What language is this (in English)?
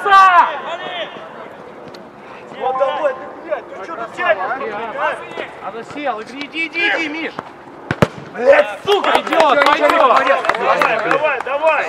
Russian